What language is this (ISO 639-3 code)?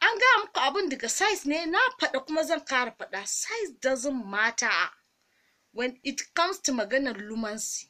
hau